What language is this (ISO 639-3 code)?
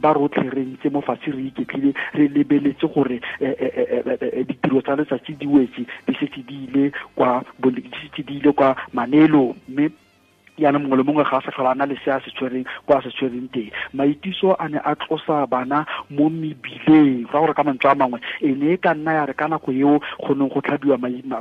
tsn